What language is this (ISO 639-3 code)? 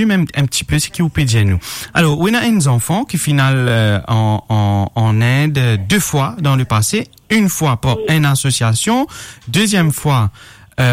mfe